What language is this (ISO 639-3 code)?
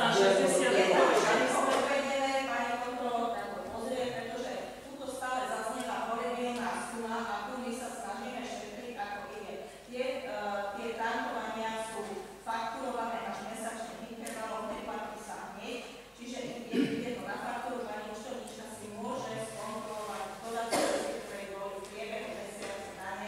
slk